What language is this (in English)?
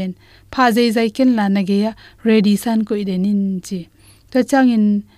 Tedim Chin